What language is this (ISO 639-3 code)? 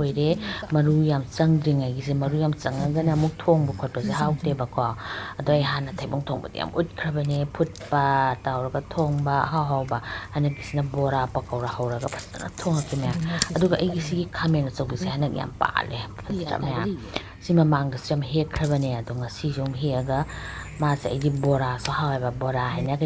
mni